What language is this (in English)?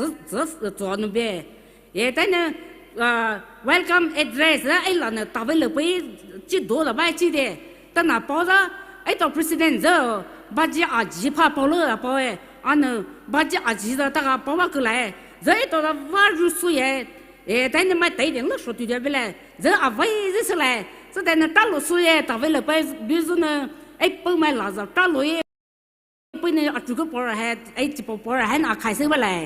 Poumei Naga